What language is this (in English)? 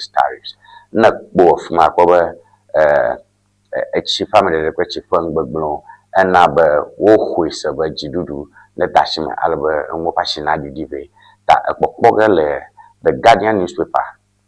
Ewe